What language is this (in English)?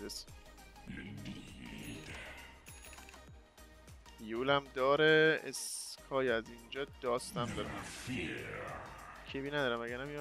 Persian